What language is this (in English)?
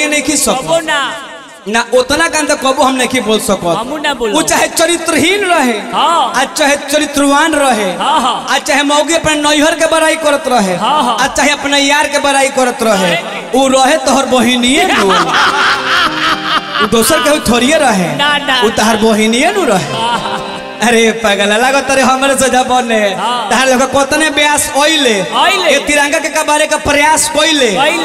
Bhojpuri